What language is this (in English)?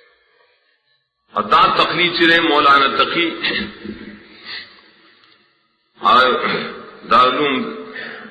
Urdu